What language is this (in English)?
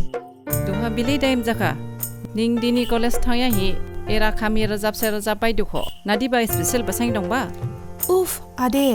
Dimasa